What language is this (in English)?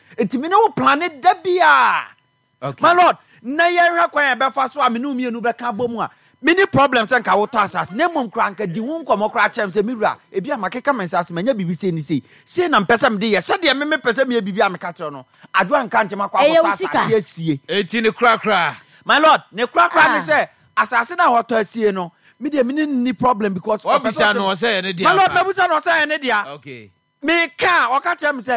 Akan